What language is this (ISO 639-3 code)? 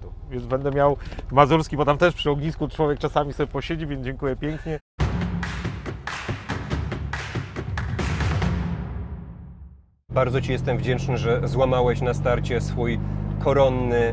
pol